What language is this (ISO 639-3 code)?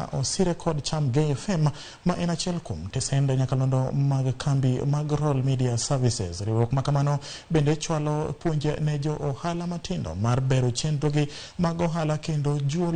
luo